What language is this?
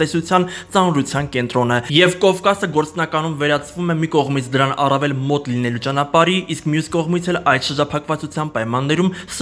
Armenian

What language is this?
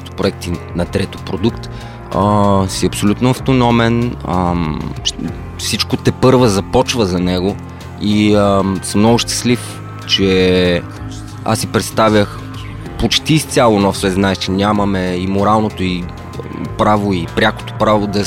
Bulgarian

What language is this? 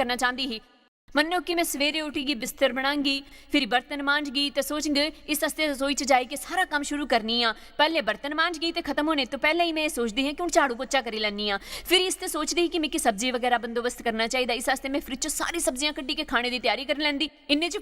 Dogri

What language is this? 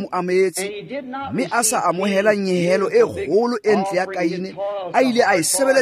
Tswana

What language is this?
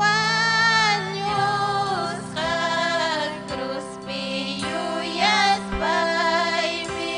Ayacucho Quechua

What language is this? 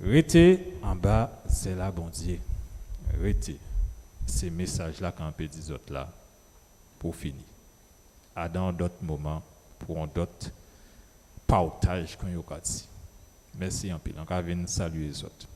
Guadeloupean Creole French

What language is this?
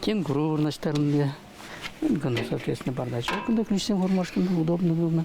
Chuvash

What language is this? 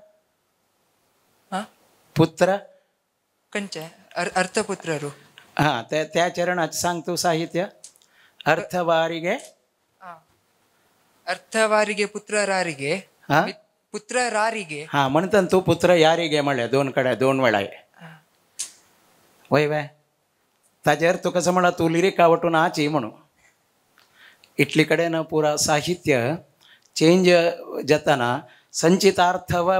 Konkani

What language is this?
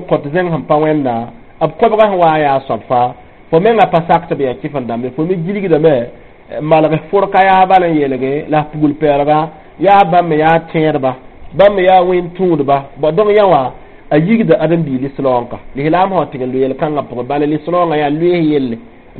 Mossi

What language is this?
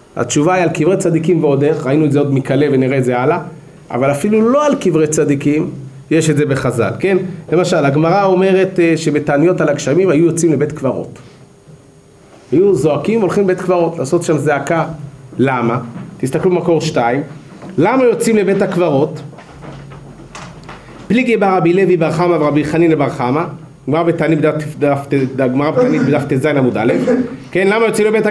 Hebrew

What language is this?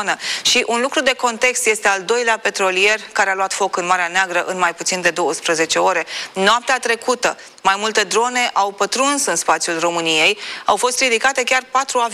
Romanian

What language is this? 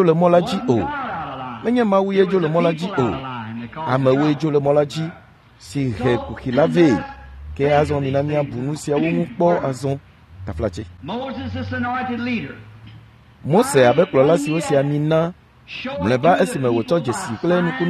Ewe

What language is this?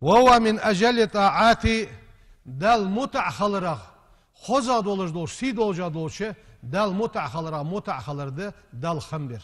Ingush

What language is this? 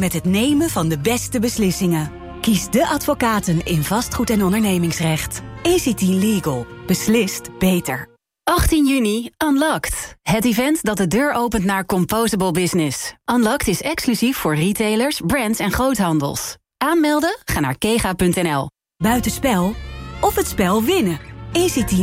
Dutch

